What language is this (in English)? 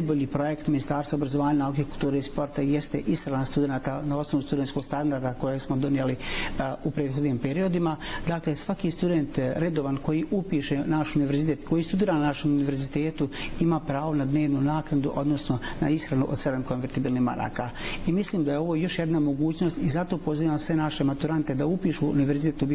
Bosnian